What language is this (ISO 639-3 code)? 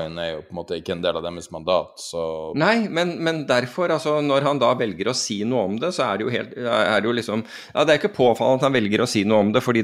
nor